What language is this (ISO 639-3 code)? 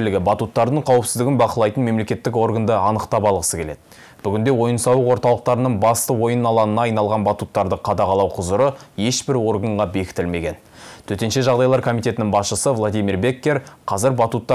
kaz